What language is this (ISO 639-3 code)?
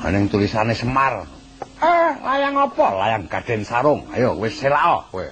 jav